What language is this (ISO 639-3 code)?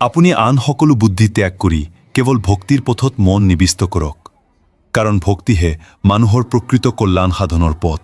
asm